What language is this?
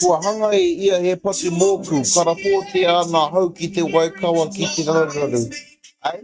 Māori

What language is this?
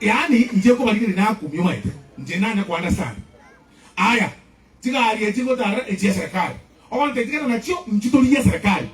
Gusii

